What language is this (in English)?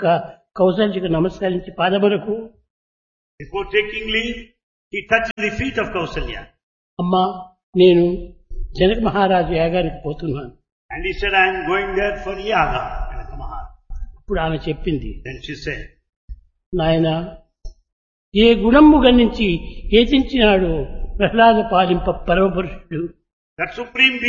Telugu